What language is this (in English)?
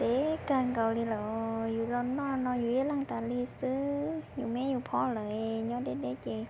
Hmong